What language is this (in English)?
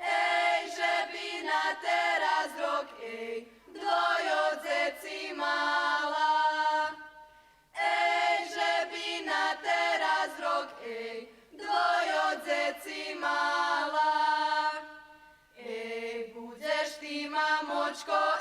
Rusyn